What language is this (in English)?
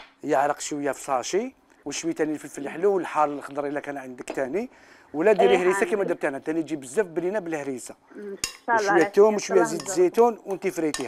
Algerian Arabic